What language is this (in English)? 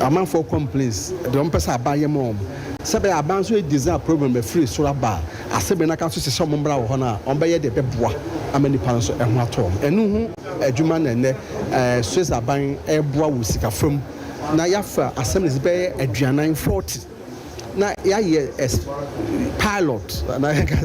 Akan